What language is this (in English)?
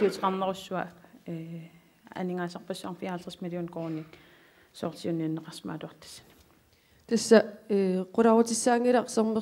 Kalaallisut